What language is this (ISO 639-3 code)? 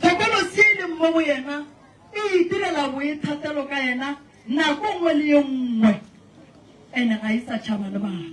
nso